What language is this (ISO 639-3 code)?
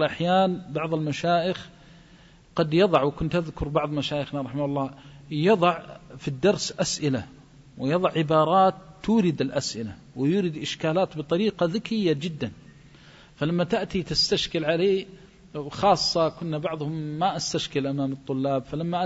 ara